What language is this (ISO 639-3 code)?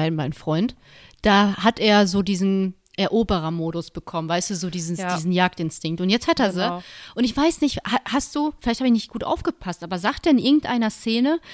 deu